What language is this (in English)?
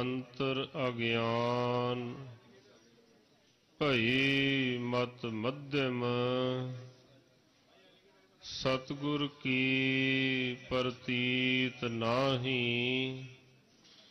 Punjabi